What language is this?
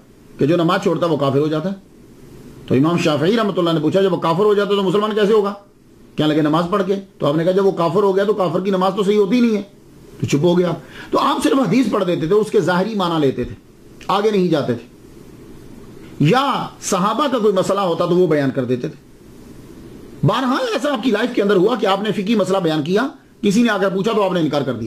Urdu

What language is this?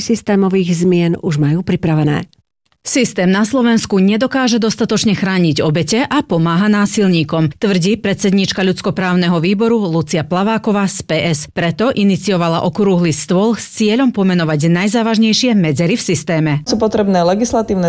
Slovak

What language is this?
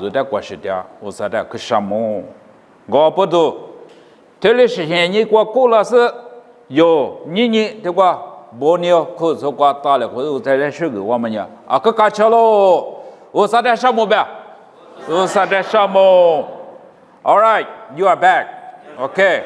Lisu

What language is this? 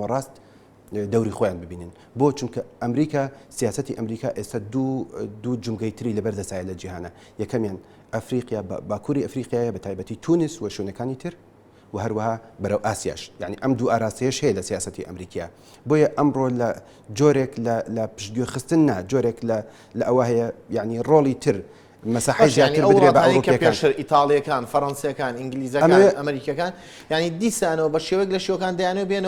Central Kurdish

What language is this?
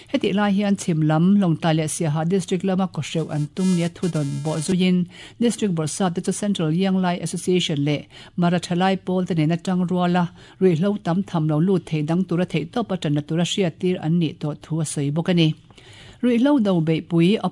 Mizo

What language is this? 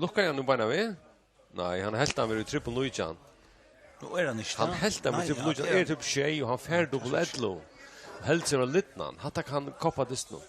Faroese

